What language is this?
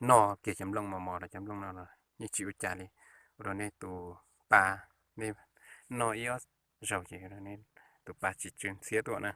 Hmong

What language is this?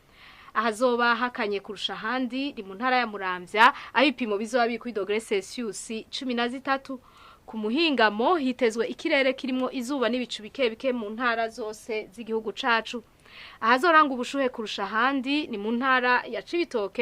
Rundi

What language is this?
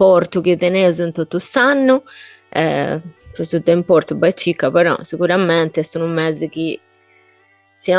Sardinian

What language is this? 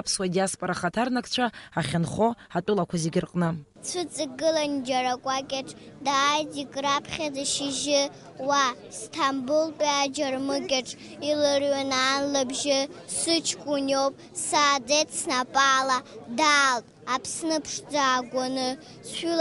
Abkhazian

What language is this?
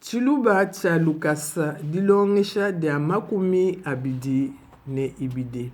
Luba-Lulua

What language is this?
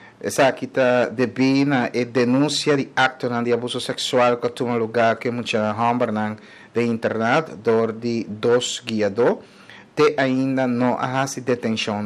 Papiamento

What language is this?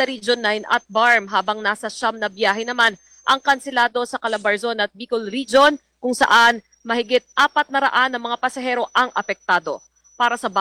Filipino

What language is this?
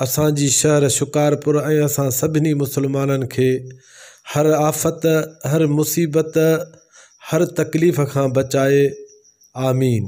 Sindhi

